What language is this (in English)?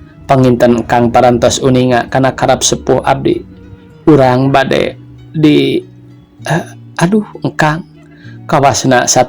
Sundanese